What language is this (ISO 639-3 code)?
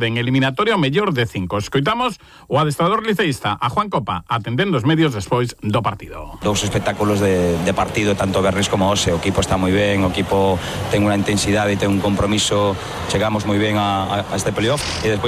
glg